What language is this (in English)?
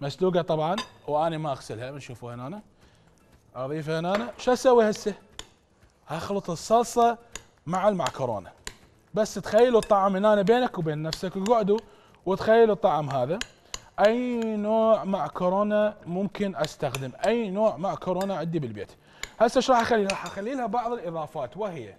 Mesopotamian Arabic